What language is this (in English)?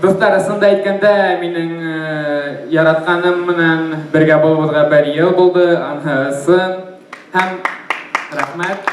Bashkir